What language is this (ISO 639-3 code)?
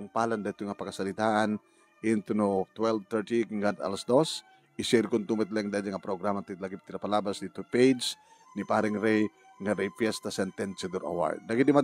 ilo